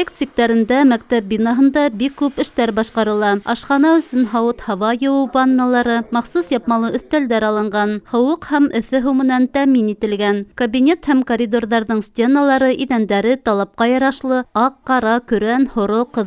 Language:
Bashkir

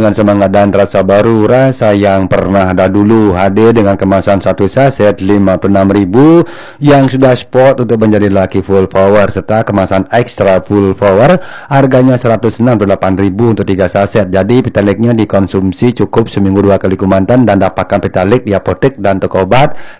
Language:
Indonesian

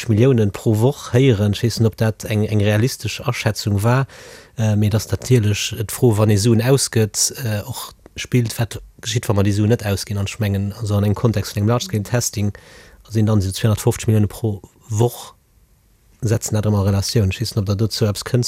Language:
Luxembourgish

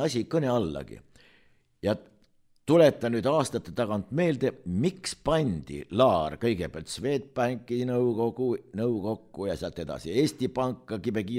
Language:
Estonian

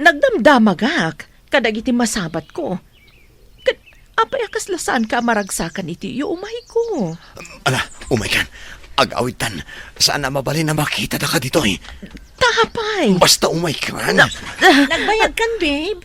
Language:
Iloko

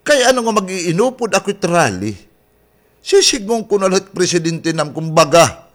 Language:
Waray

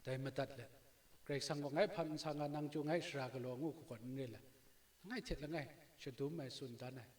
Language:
Kachin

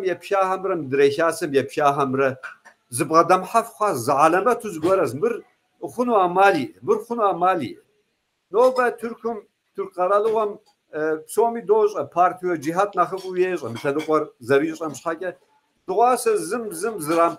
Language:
Kabardian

